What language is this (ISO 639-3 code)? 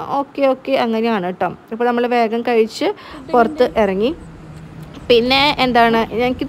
mal